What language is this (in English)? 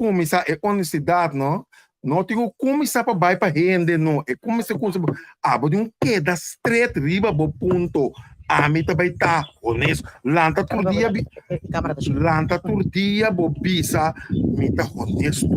Papiamento